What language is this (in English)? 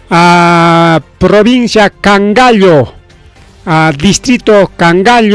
Ayacucho Quechua